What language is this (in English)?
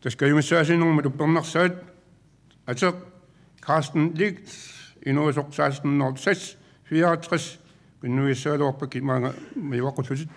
Kalaallisut